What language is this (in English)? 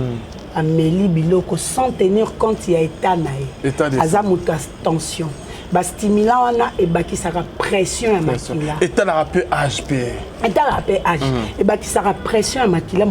Lingala